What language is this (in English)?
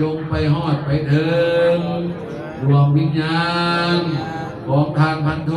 Pali